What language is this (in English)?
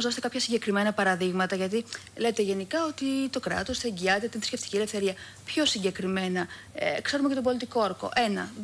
Greek